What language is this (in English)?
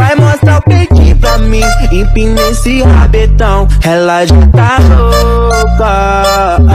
Portuguese